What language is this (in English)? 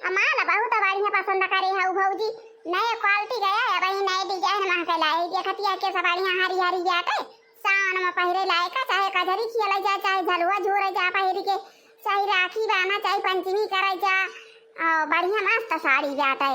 Awadhi